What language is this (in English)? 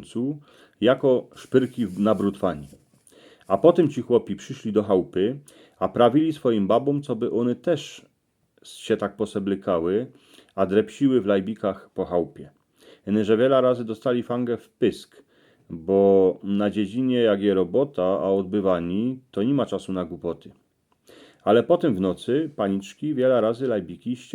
Silesian